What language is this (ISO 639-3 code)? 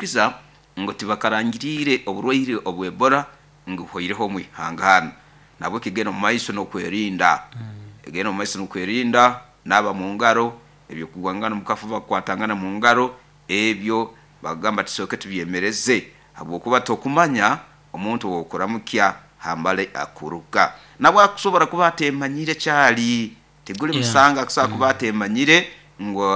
nyo